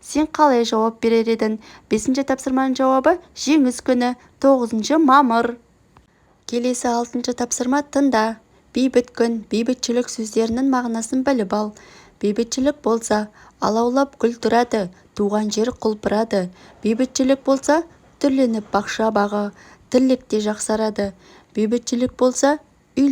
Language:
Kazakh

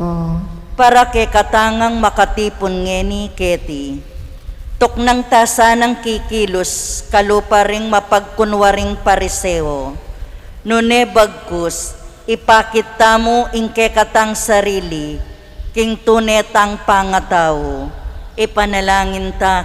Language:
Pampanga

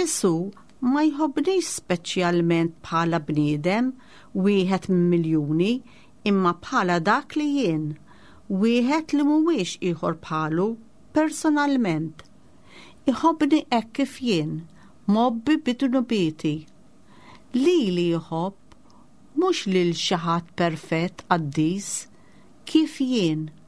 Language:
Maltese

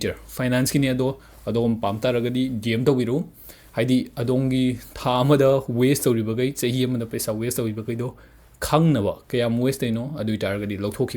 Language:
Manipuri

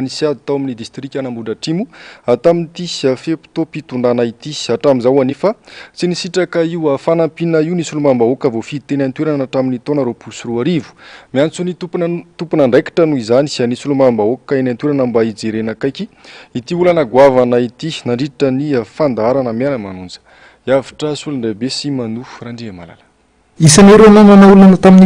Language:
Malagasy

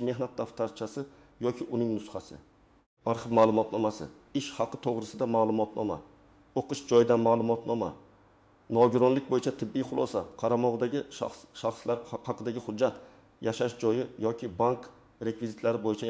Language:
Uzbek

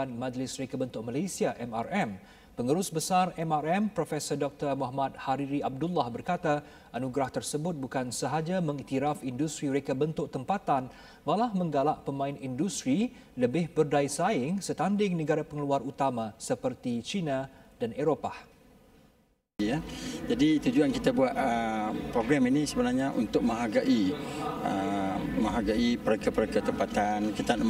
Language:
Malay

